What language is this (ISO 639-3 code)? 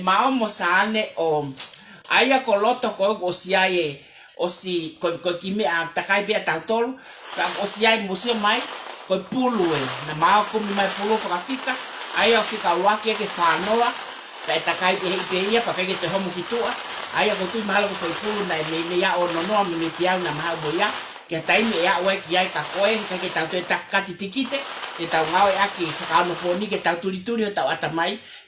ton